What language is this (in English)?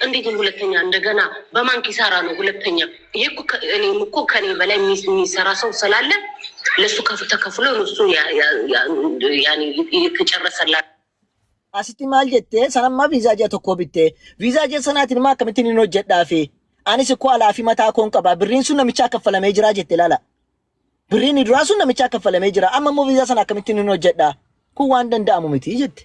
Oromo